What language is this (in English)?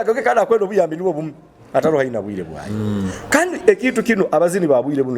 Nyoro